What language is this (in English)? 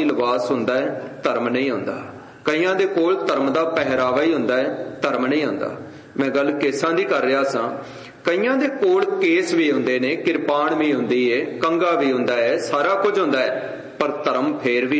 Punjabi